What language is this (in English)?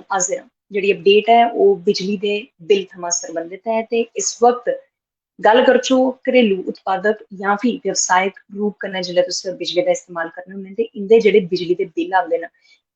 Dogri